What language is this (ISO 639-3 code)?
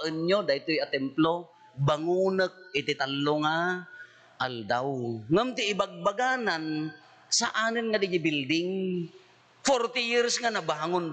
ilo